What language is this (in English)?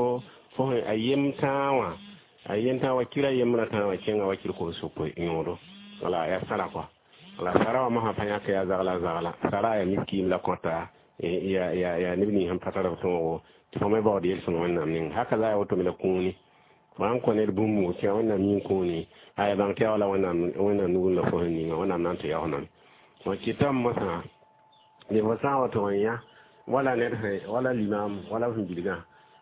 Mossi